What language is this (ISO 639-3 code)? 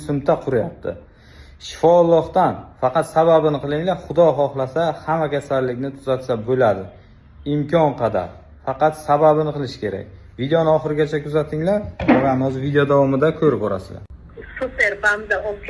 uzb